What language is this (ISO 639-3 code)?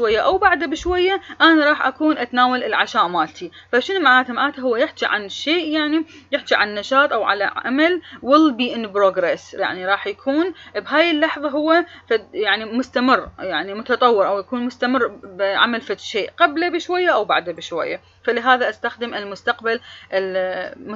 acm